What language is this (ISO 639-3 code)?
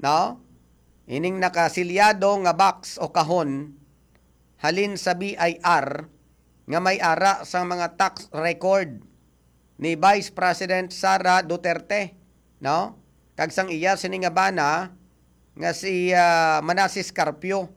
hil